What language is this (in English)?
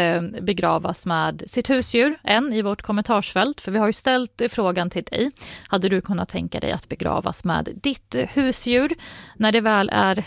Swedish